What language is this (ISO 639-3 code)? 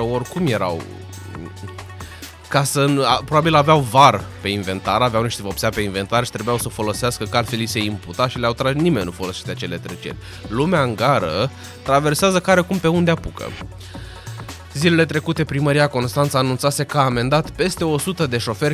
ron